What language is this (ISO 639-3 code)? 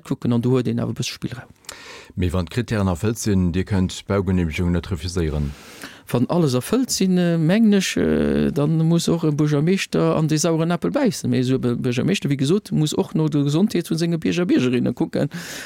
ltz